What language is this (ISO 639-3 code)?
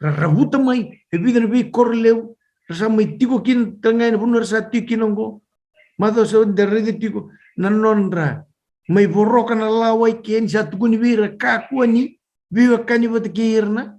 fij